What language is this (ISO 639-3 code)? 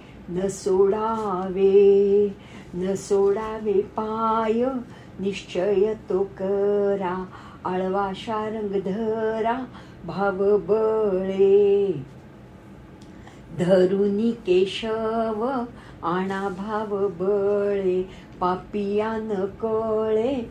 mar